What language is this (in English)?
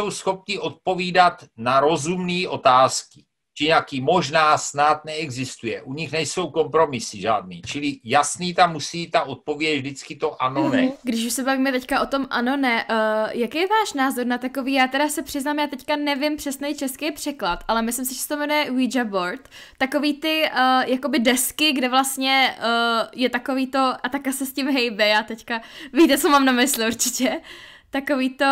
Czech